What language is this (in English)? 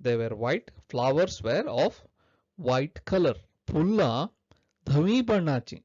Konkani